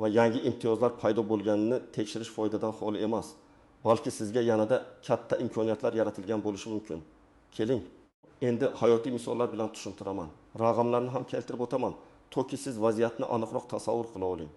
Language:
Uzbek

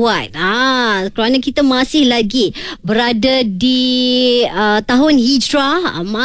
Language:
Malay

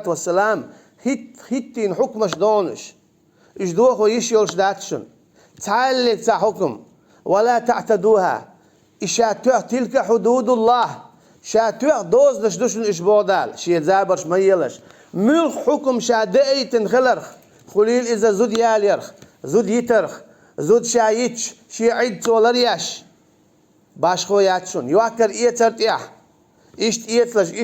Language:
Chechen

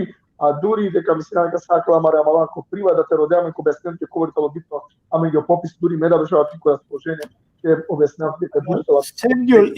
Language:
Balkan Romani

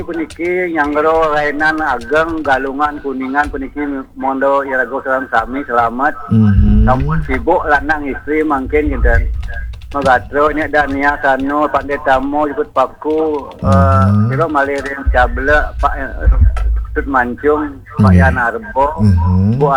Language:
Balinese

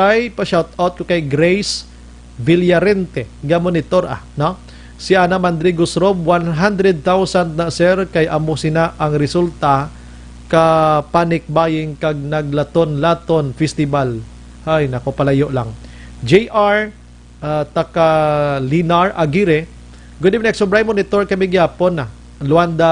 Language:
Hiligaynon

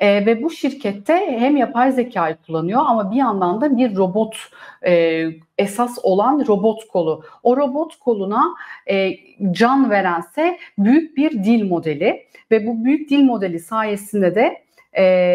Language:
Turkish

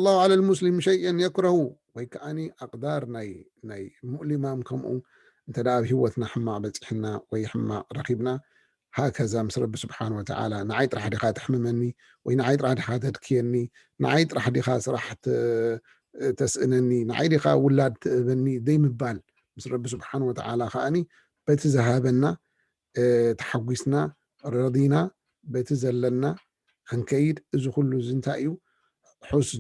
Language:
Tigrinya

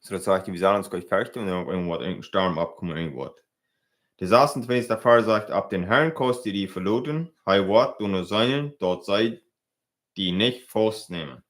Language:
Plautdietsch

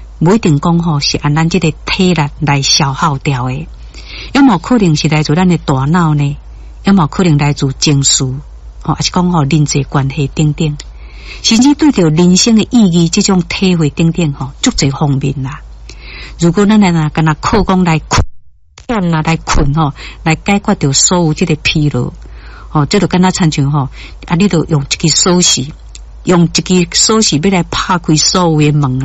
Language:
Min Nan Chinese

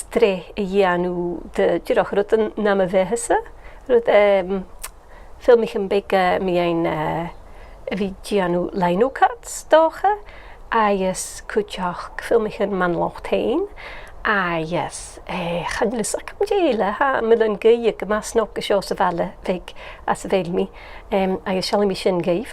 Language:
Scottish Gaelic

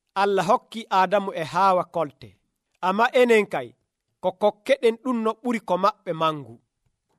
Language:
Nigerian Fulfulde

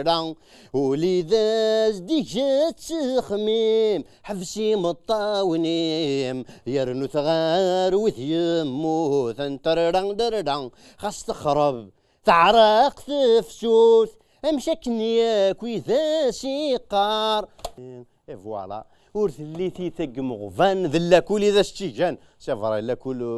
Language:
Kabyle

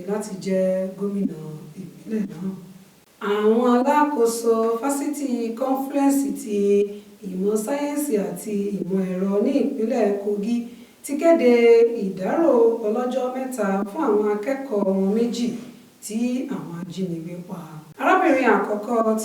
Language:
Yoruba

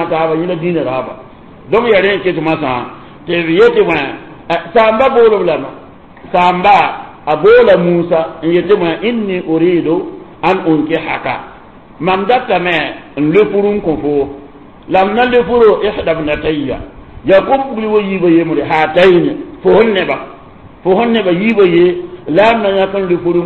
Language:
Mossi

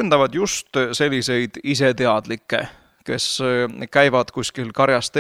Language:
Estonian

